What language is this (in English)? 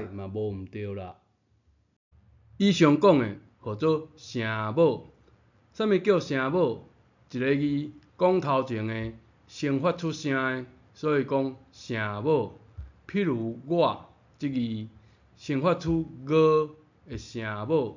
Min Nan Chinese